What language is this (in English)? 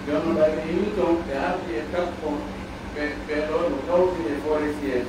Pular